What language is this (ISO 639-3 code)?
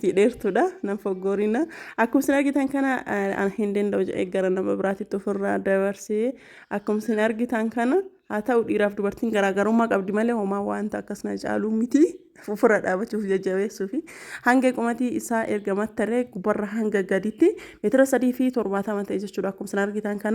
orm